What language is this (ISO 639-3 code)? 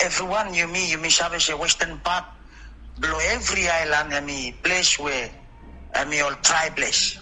bis